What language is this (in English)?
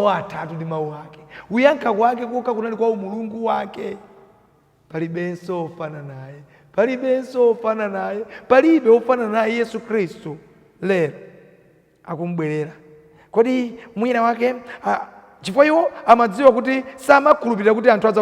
Nyanja